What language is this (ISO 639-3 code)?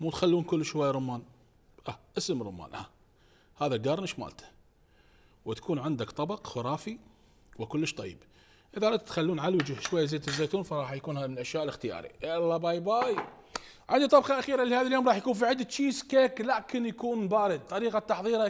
acm